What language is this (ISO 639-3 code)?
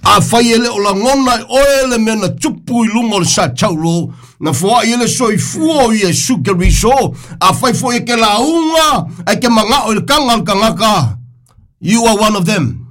smo